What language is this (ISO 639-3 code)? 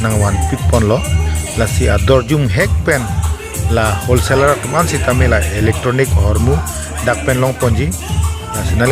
mjw